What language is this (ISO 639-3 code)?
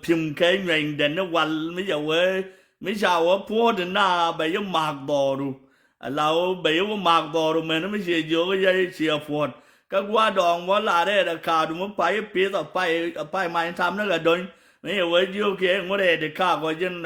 nus